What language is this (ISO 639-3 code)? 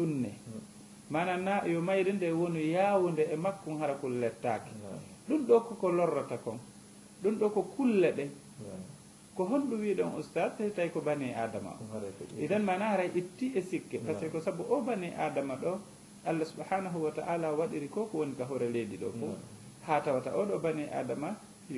ful